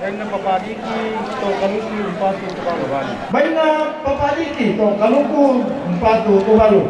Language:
Toraja-Sa'dan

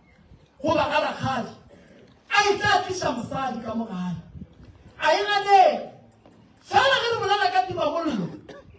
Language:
Northern Sotho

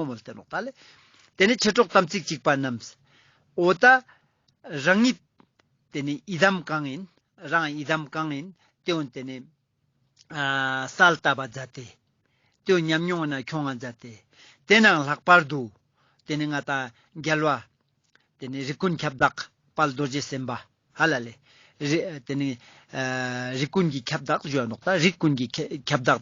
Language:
Ladakhi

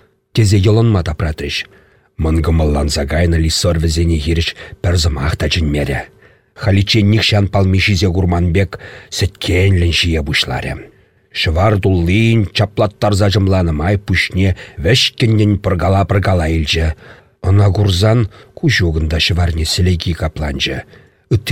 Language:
Chuvash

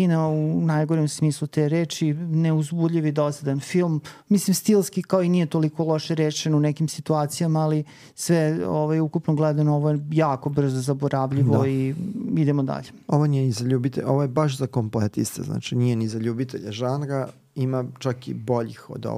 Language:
Serbian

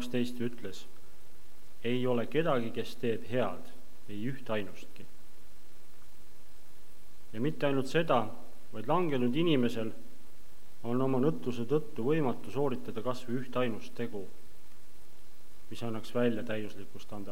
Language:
Estonian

